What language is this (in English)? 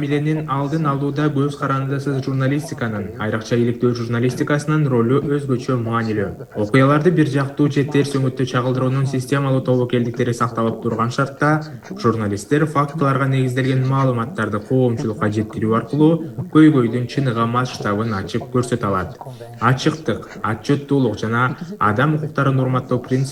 Kyrgyz